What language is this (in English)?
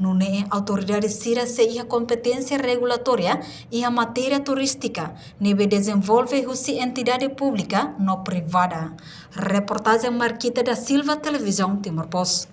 Tetum